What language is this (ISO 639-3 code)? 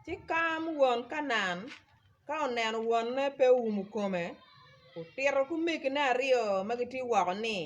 ach